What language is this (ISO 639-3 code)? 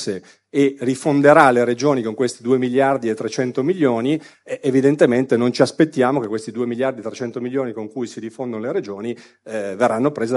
ita